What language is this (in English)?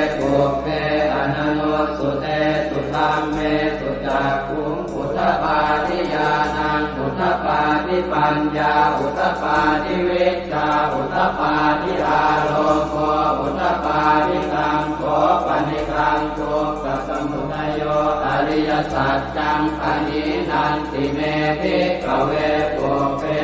Pali